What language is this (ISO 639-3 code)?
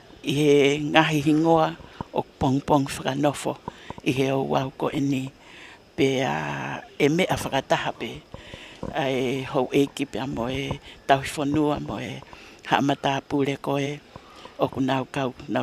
ton